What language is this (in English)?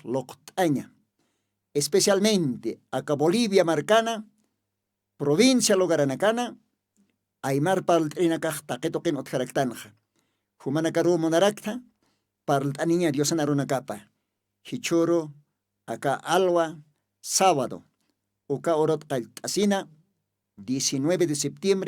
Aymara